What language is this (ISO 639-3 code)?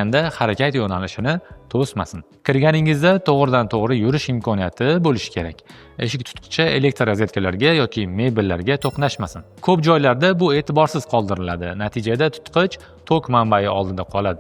uzb